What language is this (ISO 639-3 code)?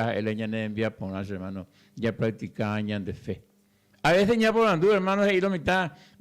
grn